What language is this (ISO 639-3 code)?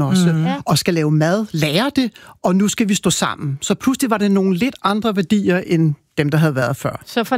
dan